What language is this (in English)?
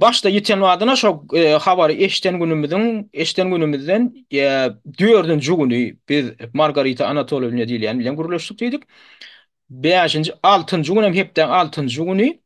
Turkmen